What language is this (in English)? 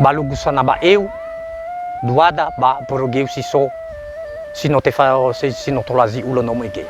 Nias